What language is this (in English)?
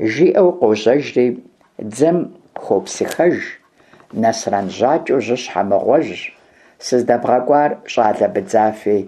Kabardian